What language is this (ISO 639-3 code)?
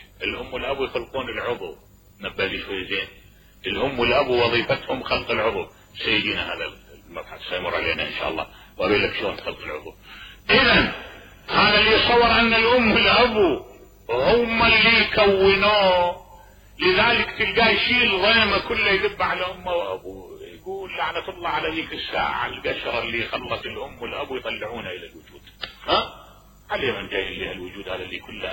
acm